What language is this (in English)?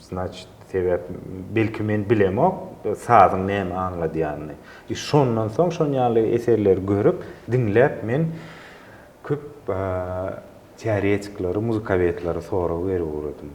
Turkmen